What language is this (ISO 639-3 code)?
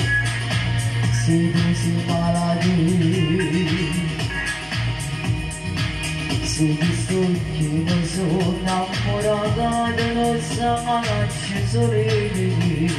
ita